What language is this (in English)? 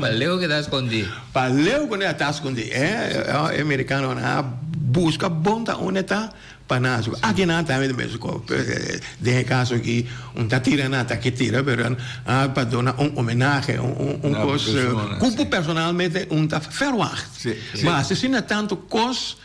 Papiamento